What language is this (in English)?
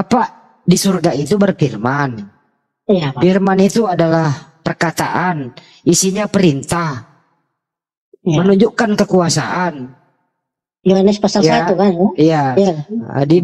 Indonesian